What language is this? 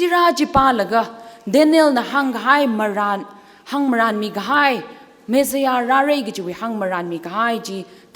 Tangkhul Naga (India)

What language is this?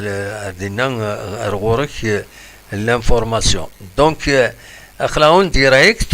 Kabyle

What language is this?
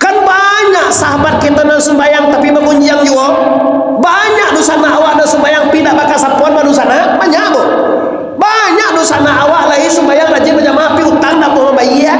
Minangkabau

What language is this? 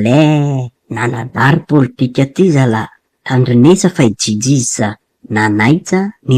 Malagasy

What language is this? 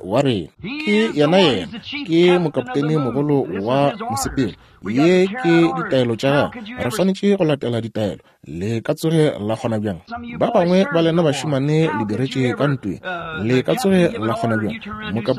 Northern Sotho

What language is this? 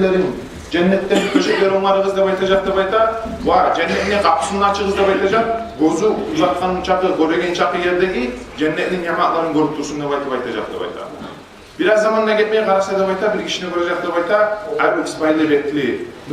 Kumyk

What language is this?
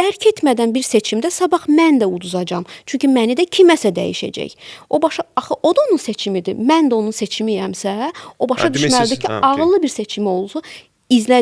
Azerbaijani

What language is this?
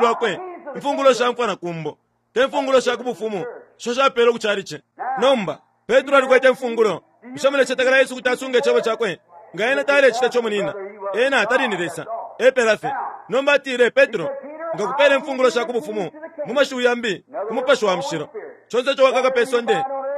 Bemba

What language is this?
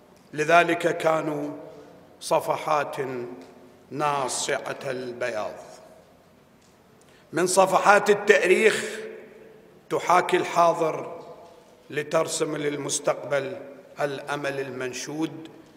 Mesopotamian Arabic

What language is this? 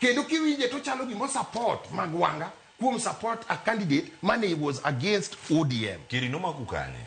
Luo (Kenya and Tanzania)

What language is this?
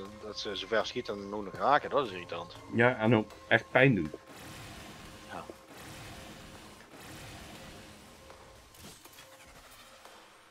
Dutch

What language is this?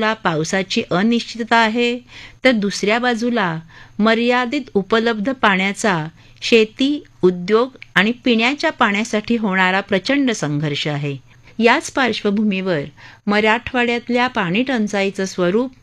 Marathi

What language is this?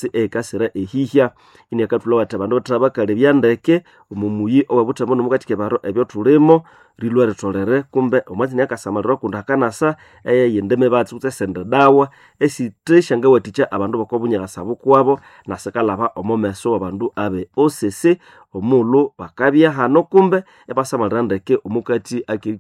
Nande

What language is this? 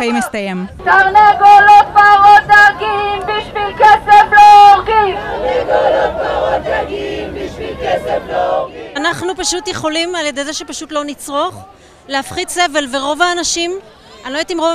Hebrew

